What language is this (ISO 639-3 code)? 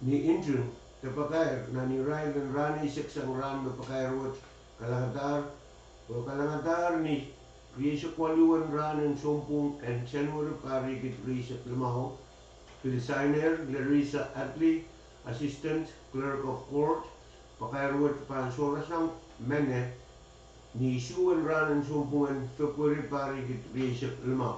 pon